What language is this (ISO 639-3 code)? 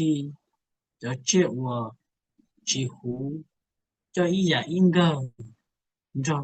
hmn